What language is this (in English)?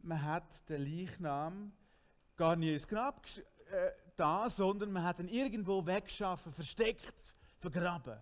Swiss German